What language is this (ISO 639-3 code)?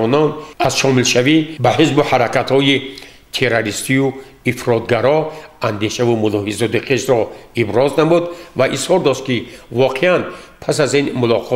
tgk